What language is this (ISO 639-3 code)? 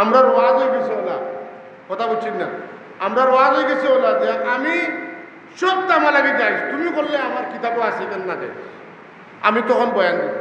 syl